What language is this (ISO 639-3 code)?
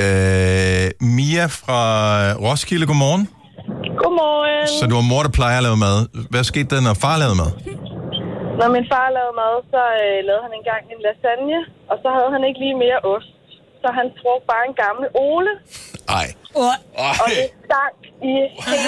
dan